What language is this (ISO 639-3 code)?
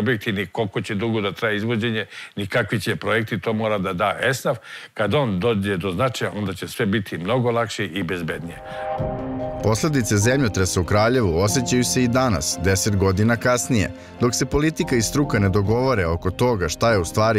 srp